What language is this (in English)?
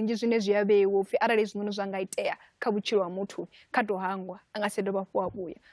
Venda